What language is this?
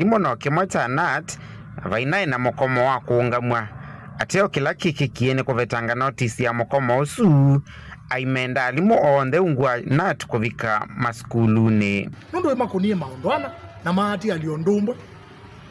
Kamba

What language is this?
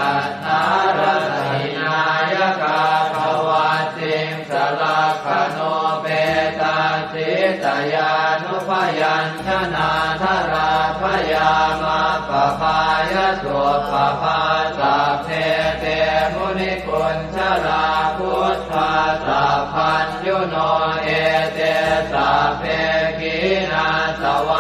Pali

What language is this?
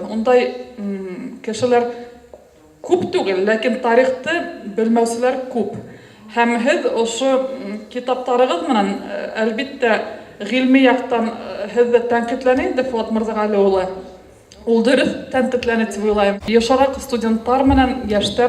Bashkir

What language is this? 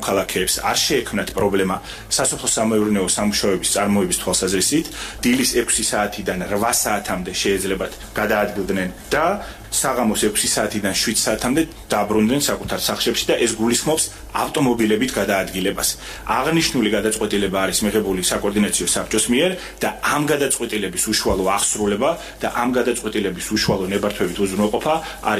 Georgian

